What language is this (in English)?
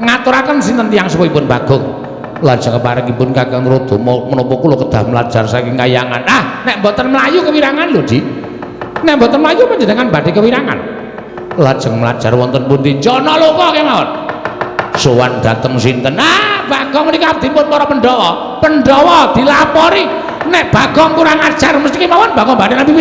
Javanese